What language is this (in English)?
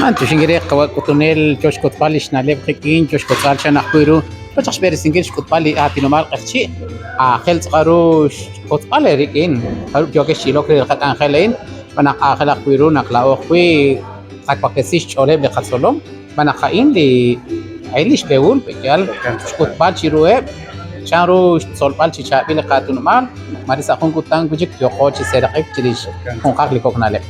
Kekchí